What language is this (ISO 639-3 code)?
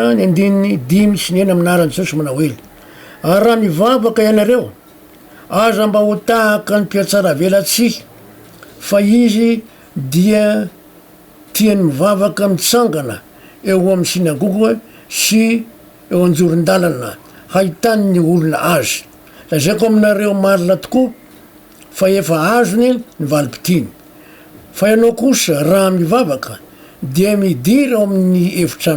mlg